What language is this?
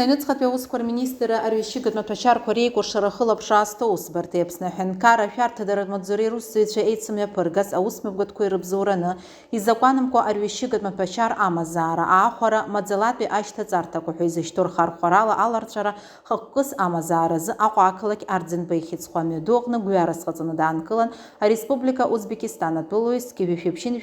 Abkhazian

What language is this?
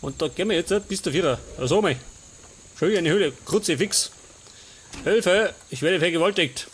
Bavarian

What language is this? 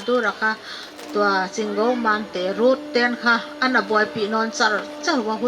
Paite Chin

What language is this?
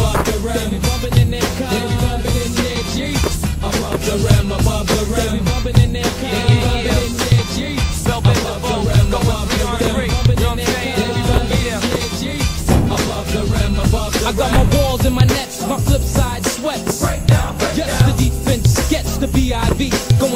English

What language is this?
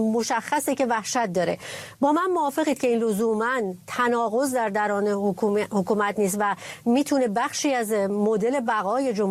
Persian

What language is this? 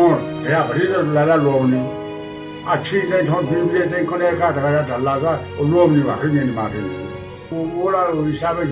Newari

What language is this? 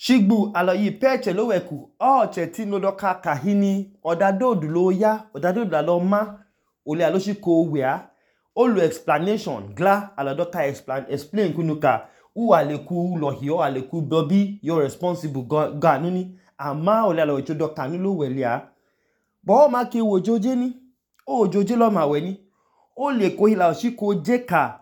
Idoma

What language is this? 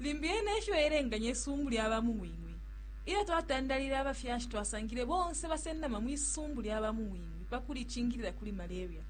Bemba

